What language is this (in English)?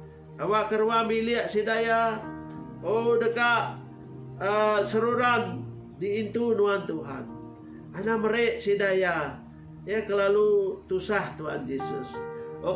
Iban